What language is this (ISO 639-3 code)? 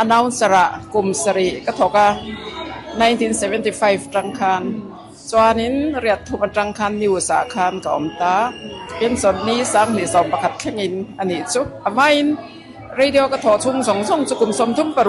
lus